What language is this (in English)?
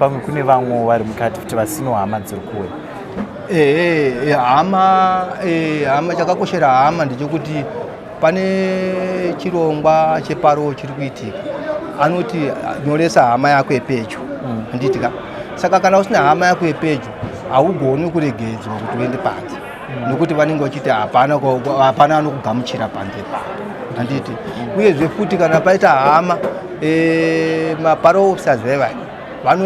Shona